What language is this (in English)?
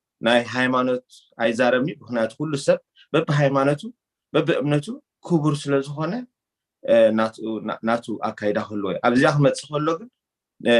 Tigrinya